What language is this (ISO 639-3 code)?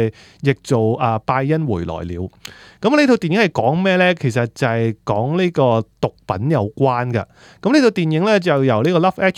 yue